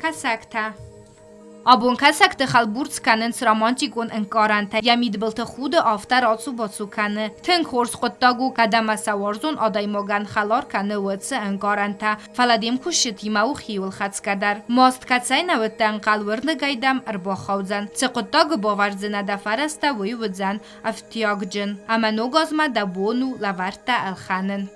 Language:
Ossetic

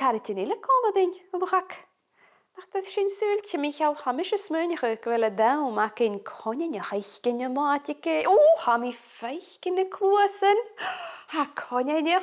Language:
Scottish Gaelic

